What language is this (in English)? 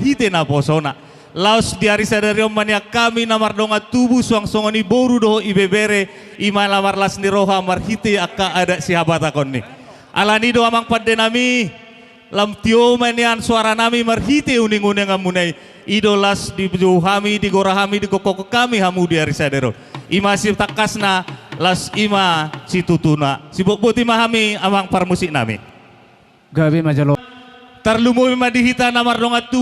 Batak Toba